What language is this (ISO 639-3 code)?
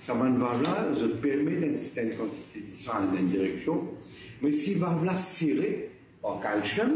mfe